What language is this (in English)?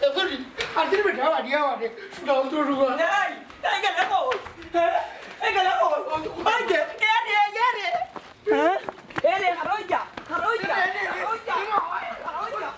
Sylheti